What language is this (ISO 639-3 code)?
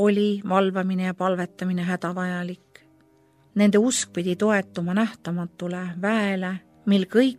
est